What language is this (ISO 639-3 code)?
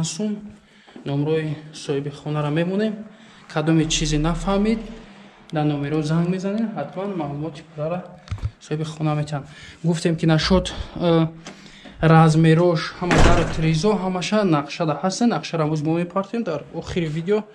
tgk